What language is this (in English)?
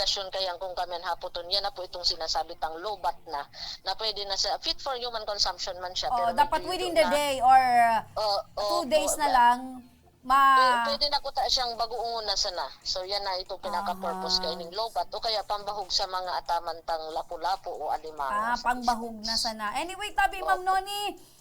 Bikol